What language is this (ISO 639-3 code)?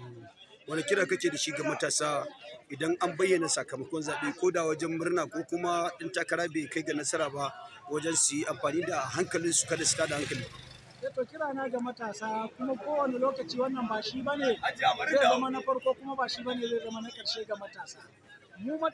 hau